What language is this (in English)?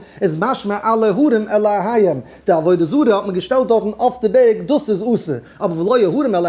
Yiddish